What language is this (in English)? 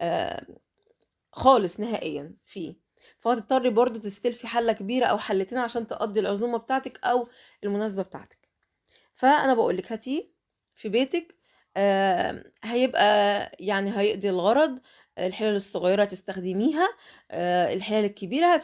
Egyptian Arabic